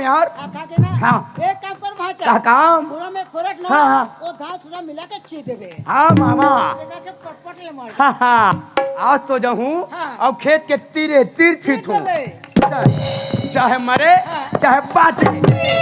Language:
Chhattisgarhi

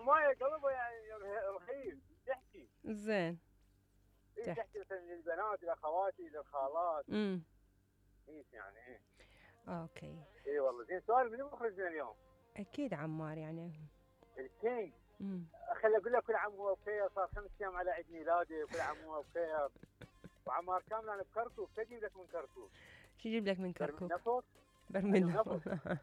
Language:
Mesopotamian Arabic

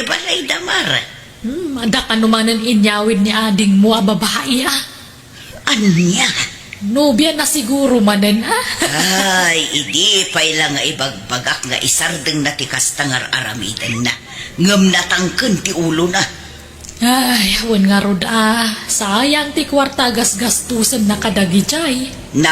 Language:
Iloko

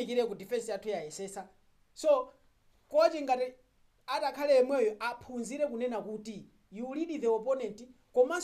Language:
Nyanja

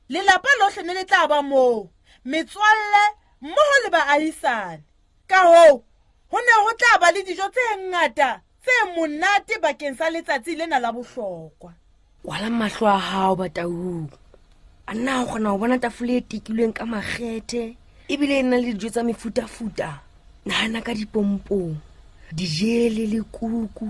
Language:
Southern Sotho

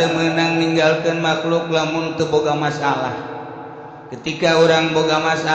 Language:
Sundanese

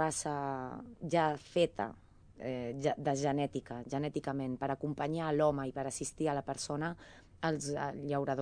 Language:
Catalan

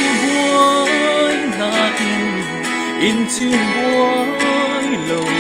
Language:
Falam Chin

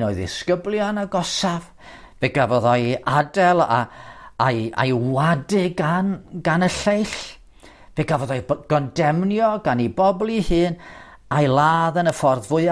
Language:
Welsh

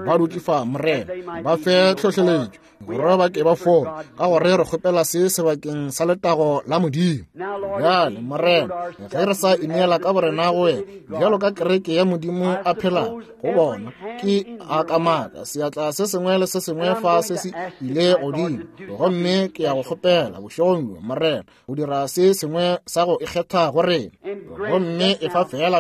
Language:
Northern Sotho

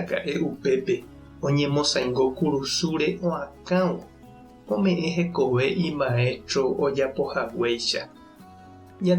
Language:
Guarani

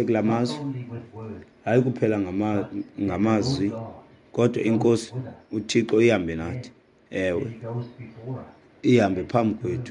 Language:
Xhosa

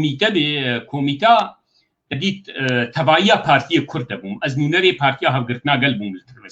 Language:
Kurdish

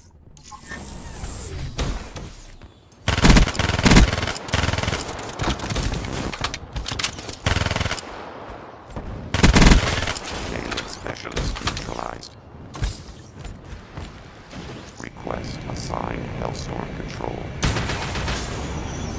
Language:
English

